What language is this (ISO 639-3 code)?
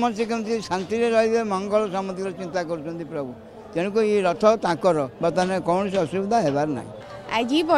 ori